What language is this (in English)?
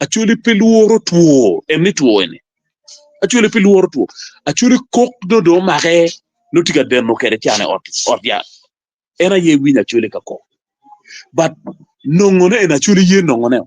Acoli